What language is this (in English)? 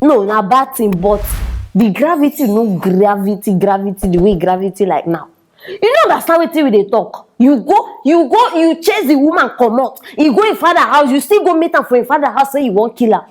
Nigerian Pidgin